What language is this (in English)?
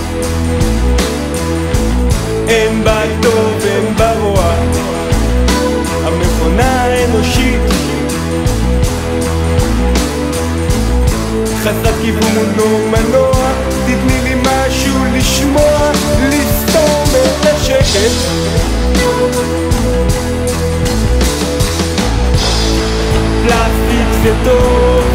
Hebrew